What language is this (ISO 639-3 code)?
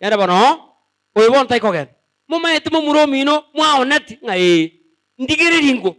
guz